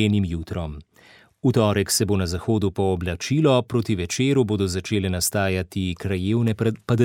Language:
Slovenian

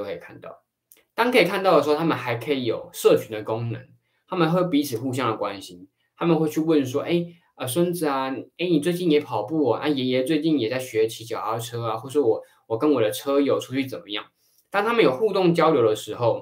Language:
Chinese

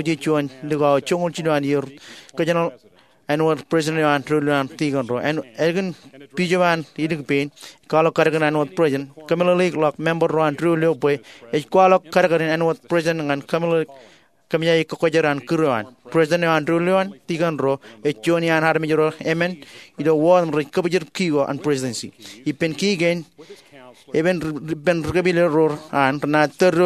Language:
Marshallese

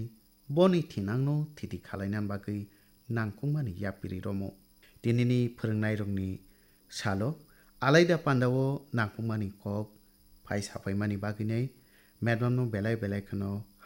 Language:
Kok Borok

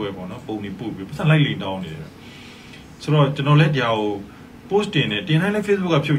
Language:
Burmese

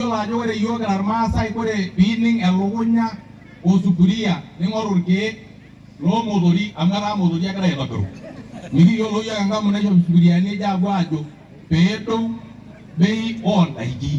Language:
Masai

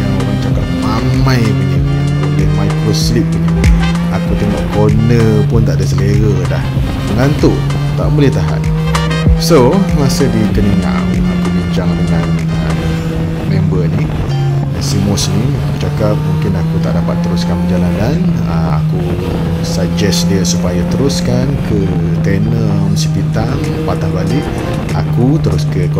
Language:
Malay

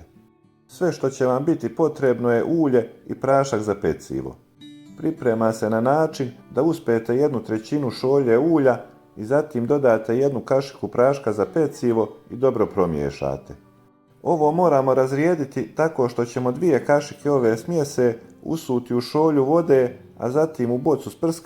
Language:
Bosnian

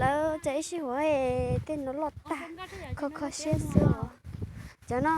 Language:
Hmong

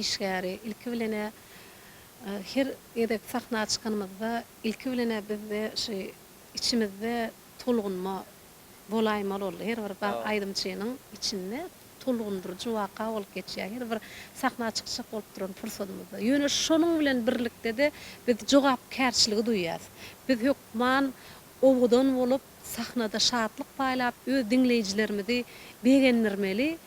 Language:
Turkmen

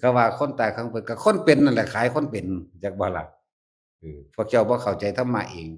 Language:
Northeastern Thai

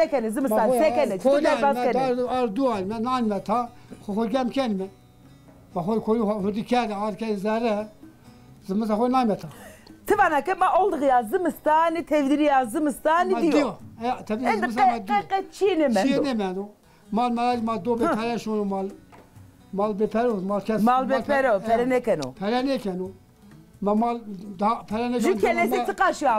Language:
Zaza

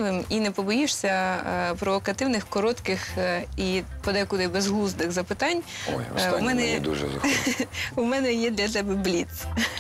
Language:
Ukrainian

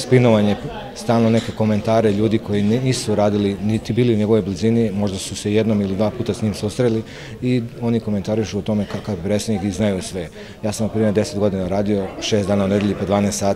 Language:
Serbian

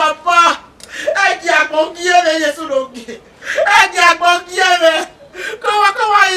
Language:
Bini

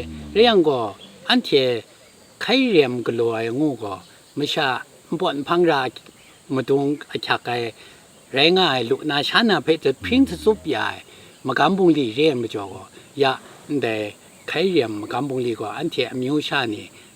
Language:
Kachin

